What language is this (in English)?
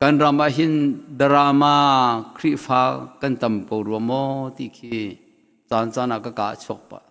Hakha Chin